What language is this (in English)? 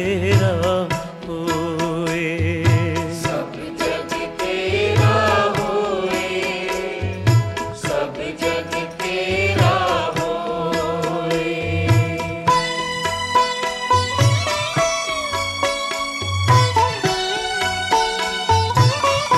Punjabi